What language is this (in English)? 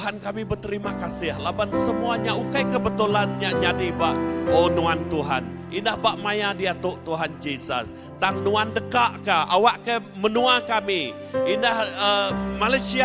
Iban